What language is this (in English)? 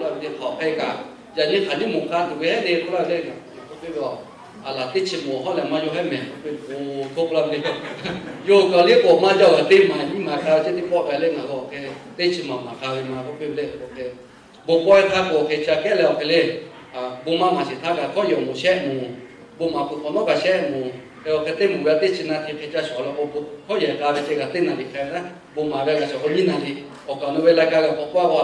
Lahu